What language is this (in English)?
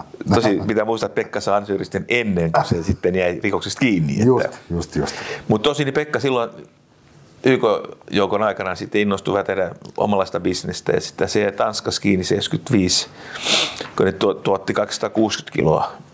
Finnish